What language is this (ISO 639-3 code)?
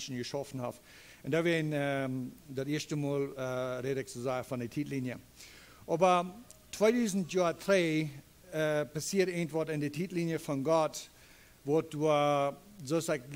pdt